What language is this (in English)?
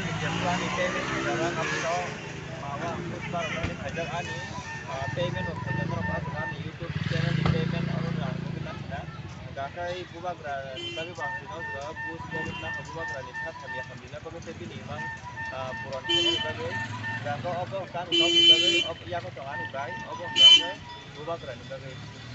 Kok Borok